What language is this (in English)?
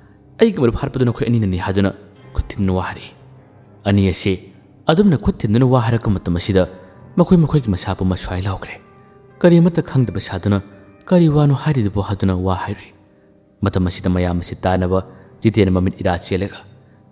Manipuri